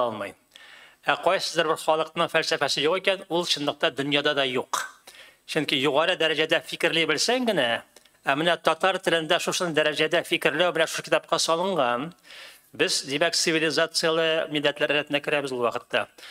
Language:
Tatar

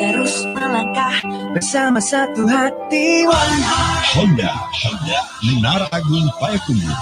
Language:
Minangkabau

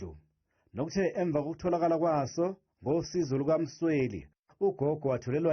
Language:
Zulu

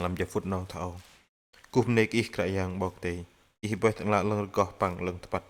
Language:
Bahnar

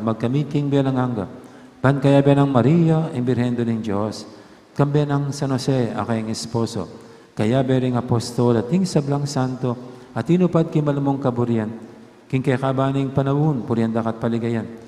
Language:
Pampanga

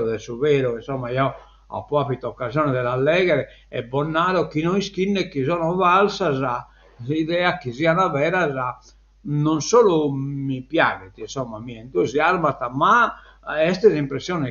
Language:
Sardinian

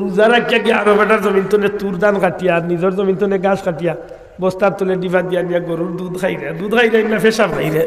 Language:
Sylheti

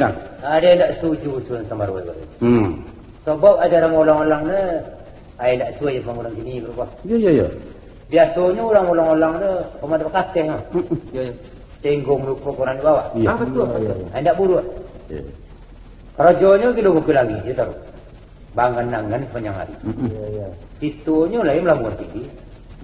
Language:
Minangkabau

